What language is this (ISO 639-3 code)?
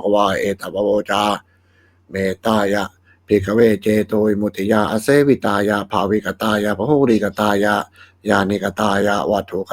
pli